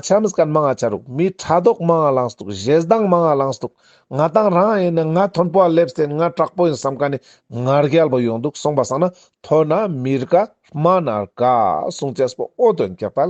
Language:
Ladakhi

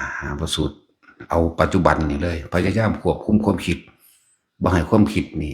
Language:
Northeastern Thai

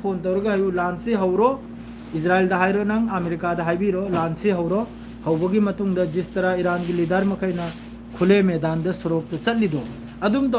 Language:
Manipuri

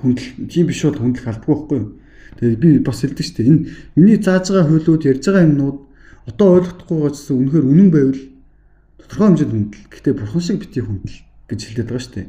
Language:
Mongolian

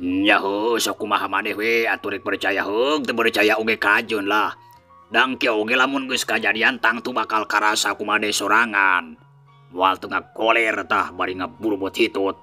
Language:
Sundanese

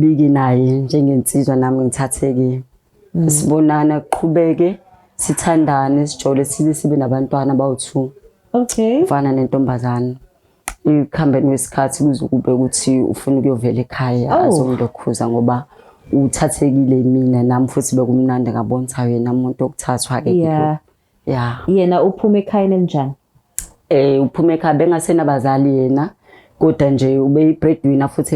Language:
Zulu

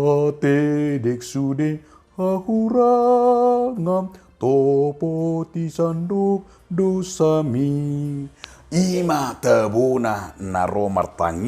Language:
Batak Toba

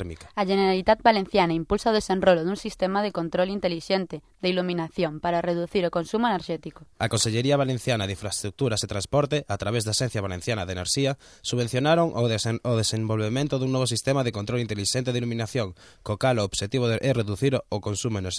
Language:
Galician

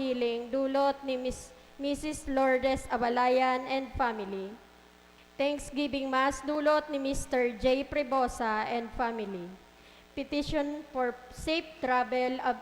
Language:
Bikol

